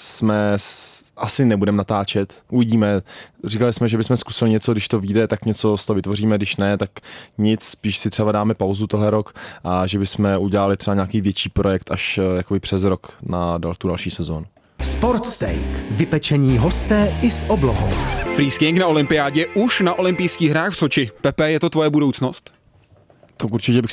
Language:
Czech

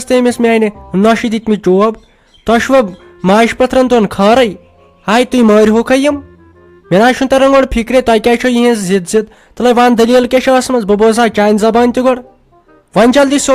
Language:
Kashmiri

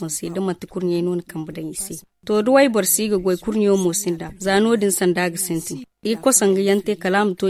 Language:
Zarma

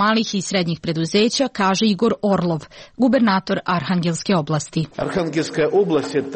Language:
Serbian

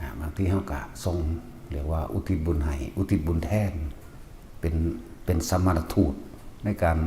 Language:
Northeastern Thai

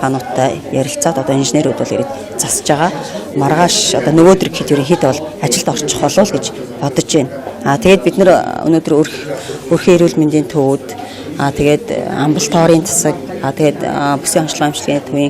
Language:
Mongolian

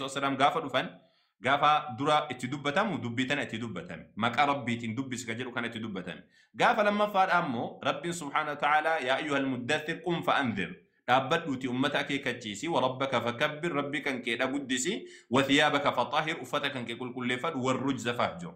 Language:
Oromo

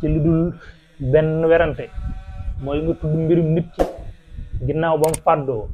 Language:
Wolof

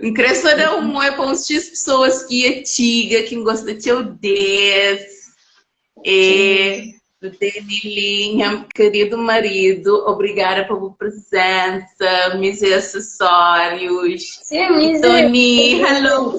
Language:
Kabuverdianu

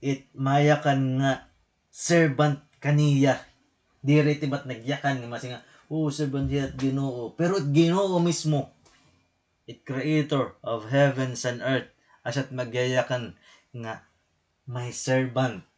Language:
Waray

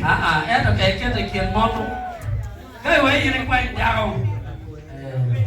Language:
Acoli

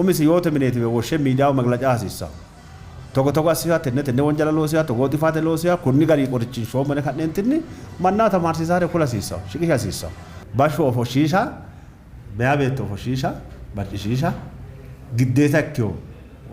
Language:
Sidamo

